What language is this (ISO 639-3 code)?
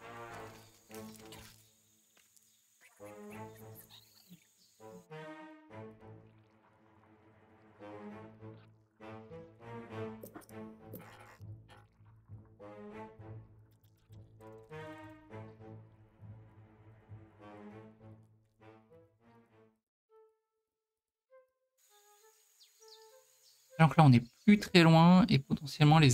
fra